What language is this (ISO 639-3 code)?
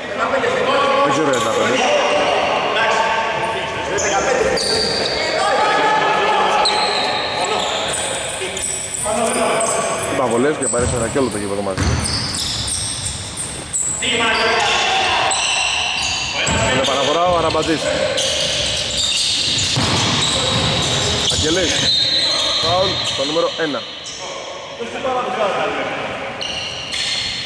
ell